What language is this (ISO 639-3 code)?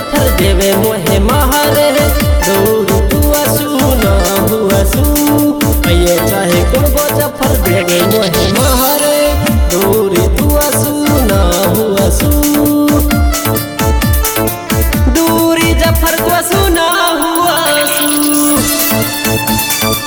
bgc